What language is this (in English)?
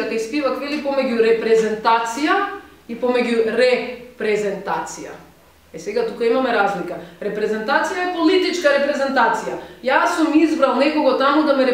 Macedonian